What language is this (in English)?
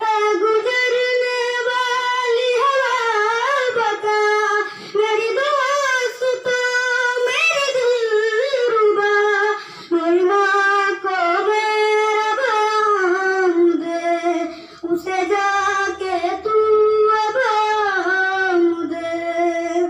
Santali